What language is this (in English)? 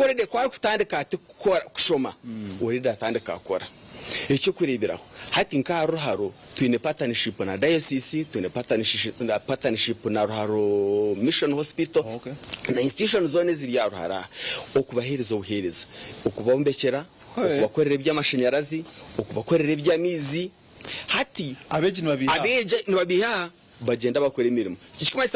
Nyankole